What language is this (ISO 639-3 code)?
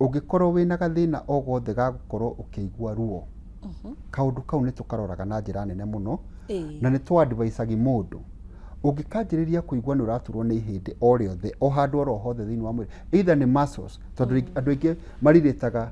kik